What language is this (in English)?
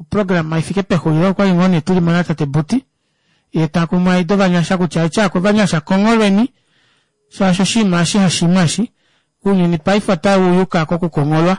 Kuanyama